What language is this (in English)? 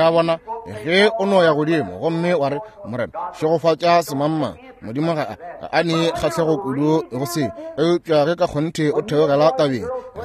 Northern Sotho